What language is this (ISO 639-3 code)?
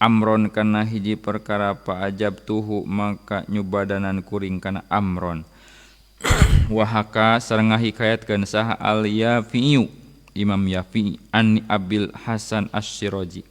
sun